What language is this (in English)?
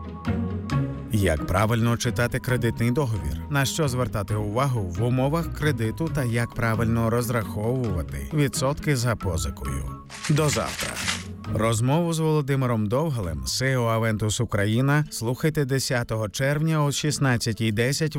Ukrainian